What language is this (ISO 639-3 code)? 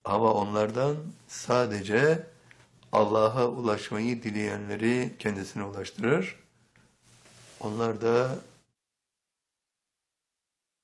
tur